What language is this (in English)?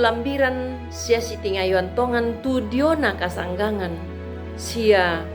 Toraja-Sa'dan